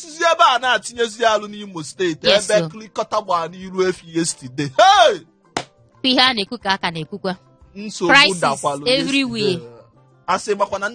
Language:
Igbo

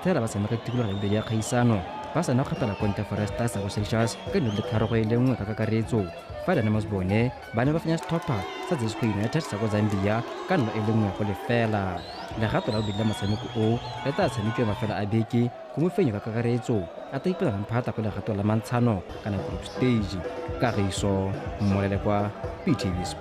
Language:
Tswana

